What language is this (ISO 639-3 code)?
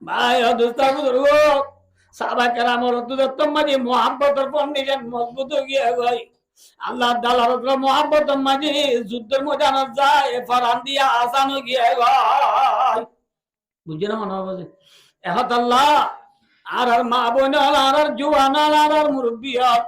rhg